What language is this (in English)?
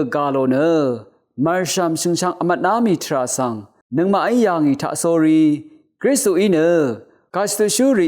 Rawang